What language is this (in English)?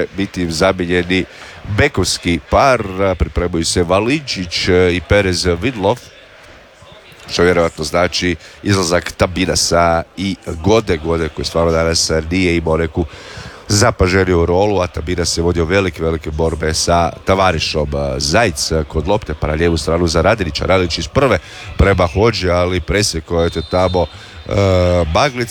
Croatian